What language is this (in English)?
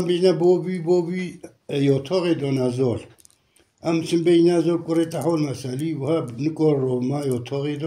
Kurdish